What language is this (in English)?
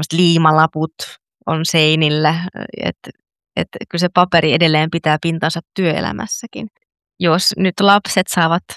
Finnish